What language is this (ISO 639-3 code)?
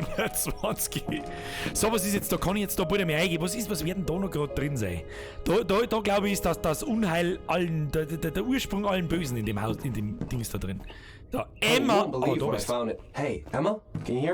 bar